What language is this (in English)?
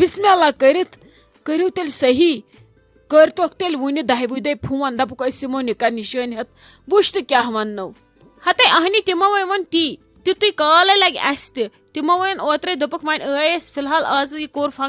Kashmiri